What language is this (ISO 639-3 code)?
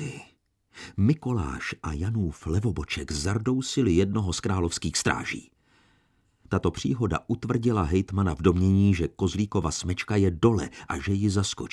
ces